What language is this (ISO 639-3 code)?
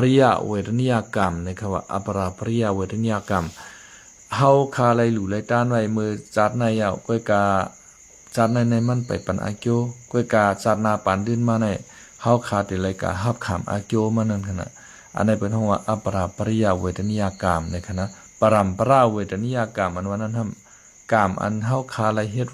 shn